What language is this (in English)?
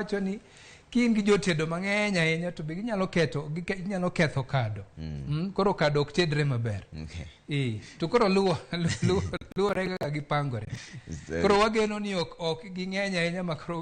Luo (Kenya and Tanzania)